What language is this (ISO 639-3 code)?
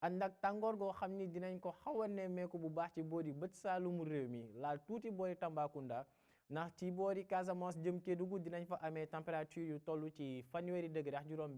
wol